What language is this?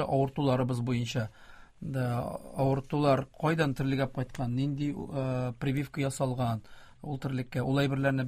Tatar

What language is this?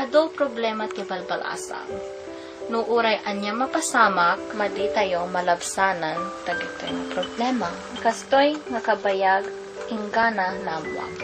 Iloko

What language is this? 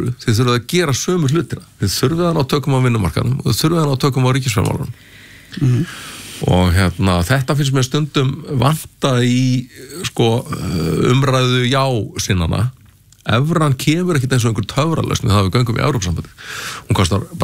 Icelandic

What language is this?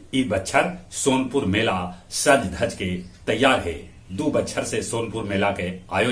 Magahi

